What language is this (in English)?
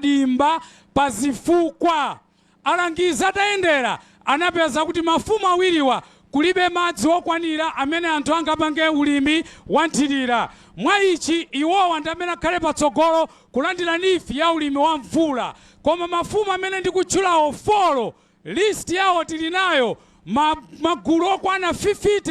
Nyanja